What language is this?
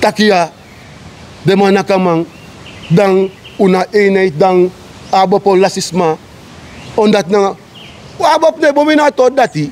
Sranan Tongo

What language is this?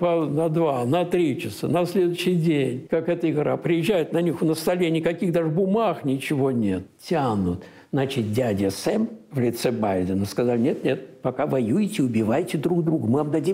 Russian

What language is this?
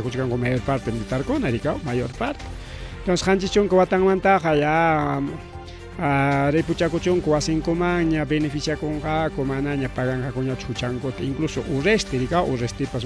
Ayacucho Quechua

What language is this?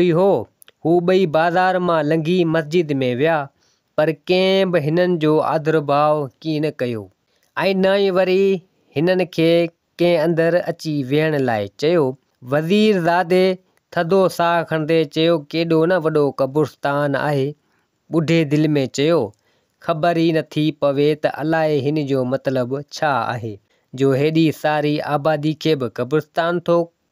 Sindhi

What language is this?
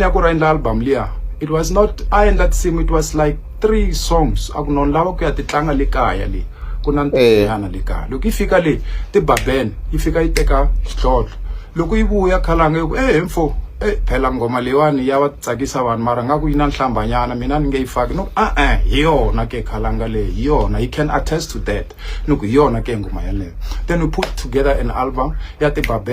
Tsonga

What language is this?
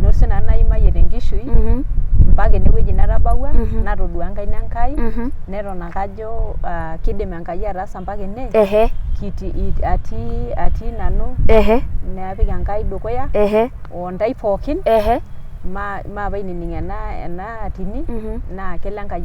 Masai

